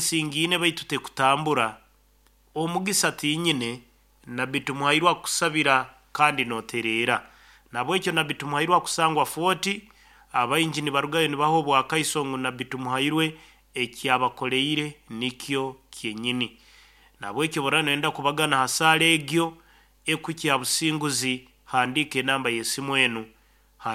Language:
Nyankole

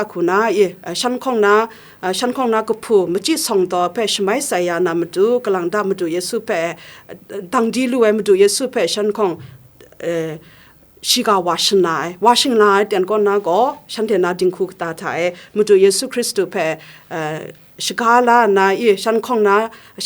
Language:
Kachin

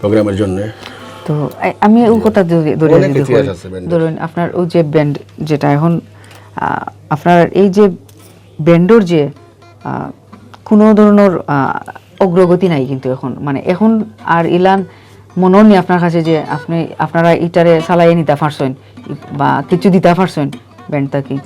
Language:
Sylheti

